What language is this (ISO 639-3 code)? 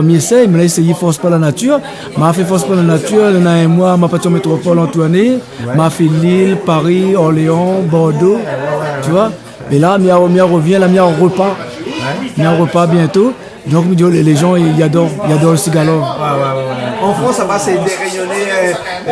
rcf